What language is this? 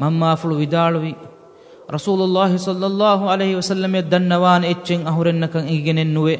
Divehi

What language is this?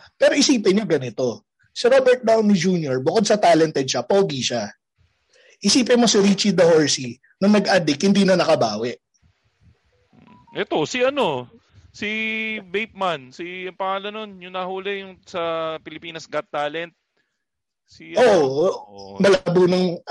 Filipino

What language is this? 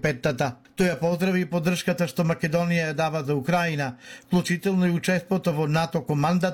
Macedonian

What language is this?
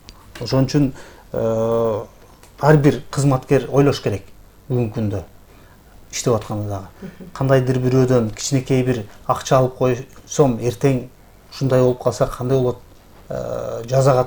Kyrgyz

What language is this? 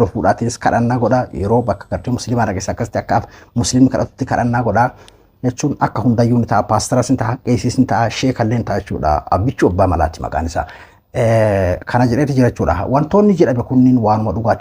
Oromo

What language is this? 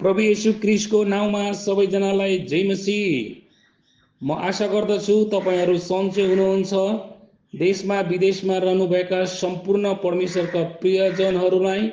Nepali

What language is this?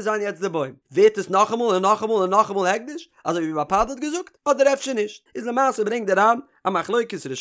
Yiddish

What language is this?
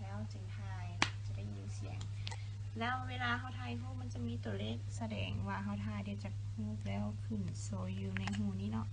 Lao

